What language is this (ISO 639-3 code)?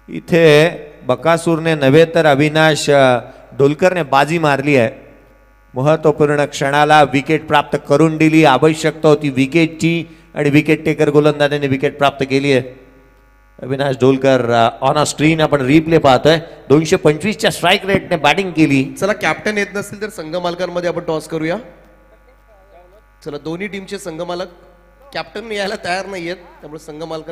mar